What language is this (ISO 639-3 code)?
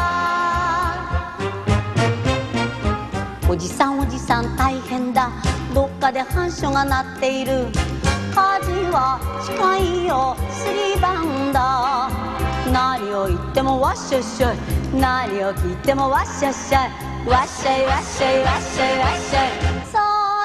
jpn